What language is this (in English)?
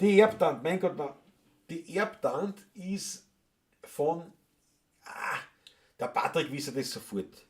Bavarian